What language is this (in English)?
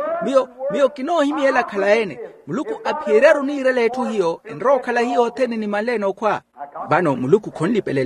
Makhuwa